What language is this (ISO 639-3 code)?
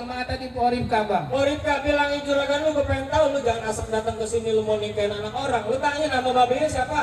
bew